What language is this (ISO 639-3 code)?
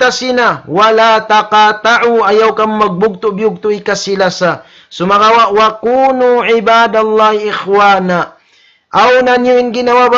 tsg